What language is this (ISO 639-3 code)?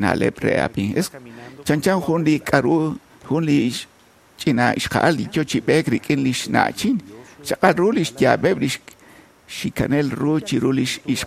kek